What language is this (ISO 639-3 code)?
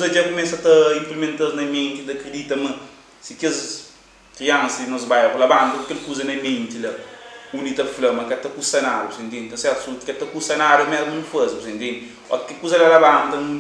kea